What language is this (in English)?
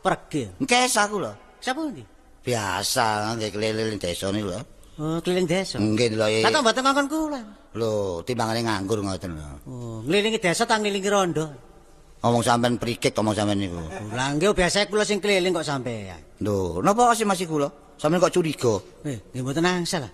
Javanese